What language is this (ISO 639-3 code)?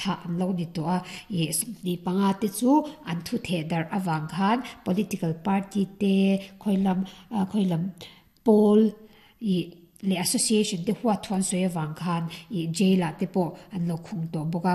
lus